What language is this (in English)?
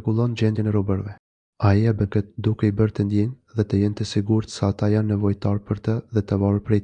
Albanian